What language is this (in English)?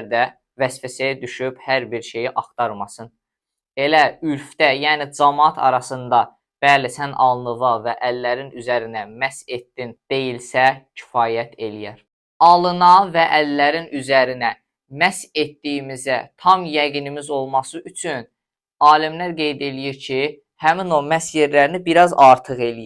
Azerbaijani